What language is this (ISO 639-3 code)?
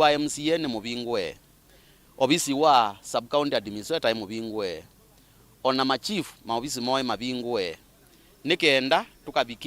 kam